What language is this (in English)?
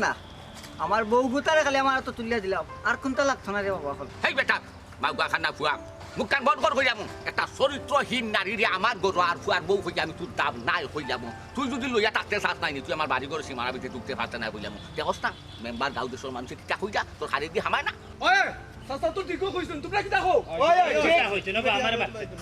Sylheti